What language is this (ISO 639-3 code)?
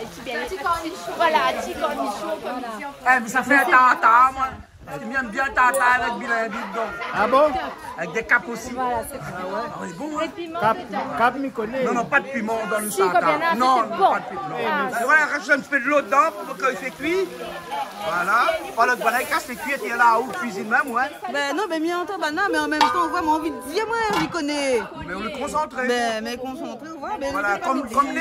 rcf